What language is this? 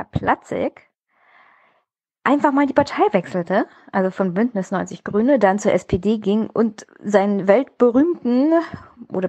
German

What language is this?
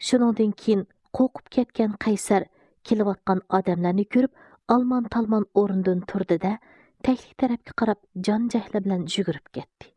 Uyghur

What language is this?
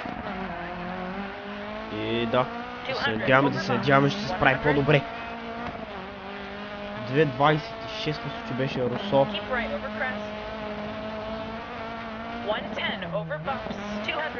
Bulgarian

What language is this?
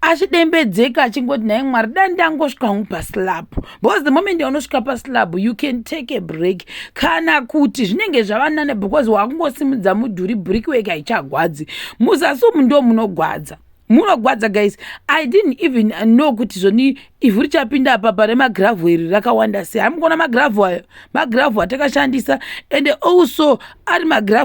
Shona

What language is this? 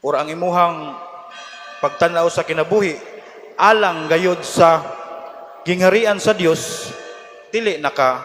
Cebuano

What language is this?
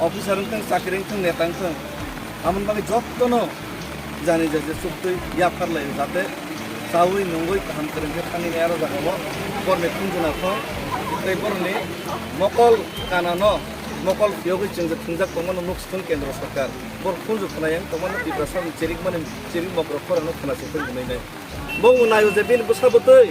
Kok Borok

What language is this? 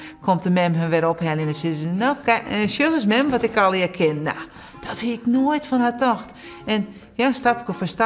Western Frisian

